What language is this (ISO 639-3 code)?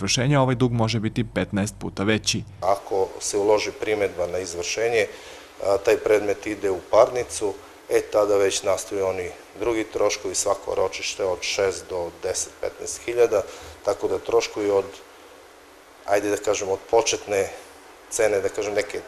srp